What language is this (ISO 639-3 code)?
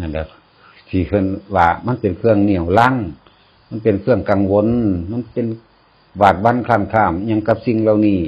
tts